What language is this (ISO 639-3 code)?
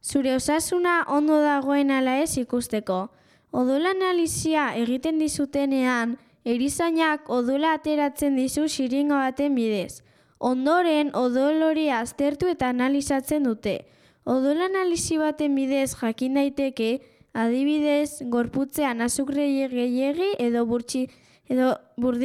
eus